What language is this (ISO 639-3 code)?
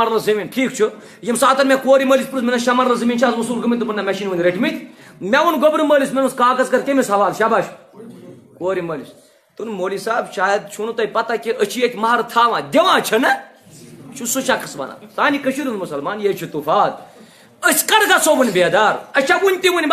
kas